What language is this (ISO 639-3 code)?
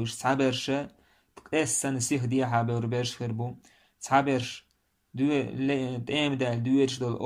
che